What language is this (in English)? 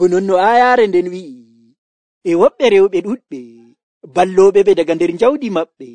Nigerian Fulfulde